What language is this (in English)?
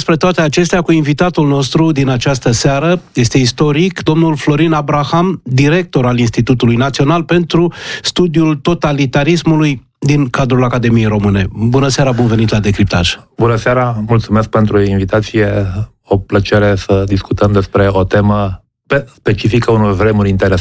Romanian